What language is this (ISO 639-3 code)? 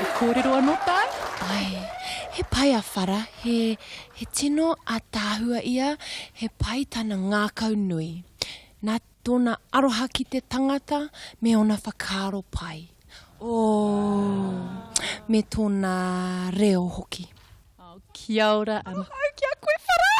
mri